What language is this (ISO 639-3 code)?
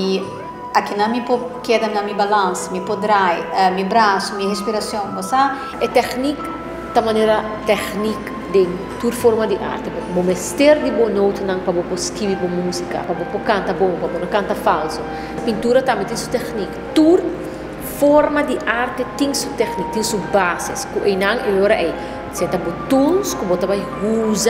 pap